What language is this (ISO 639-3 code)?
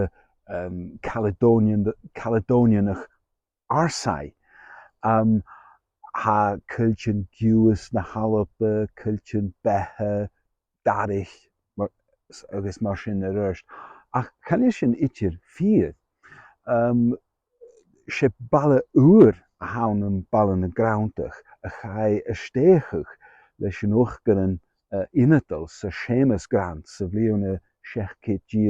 gla